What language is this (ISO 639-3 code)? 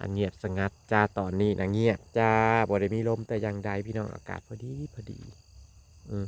lao